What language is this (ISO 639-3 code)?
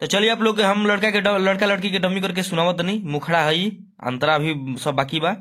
bho